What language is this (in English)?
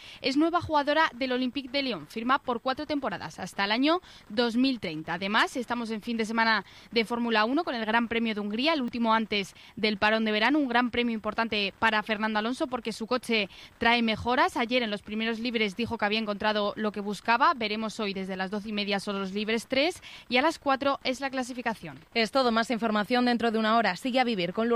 Spanish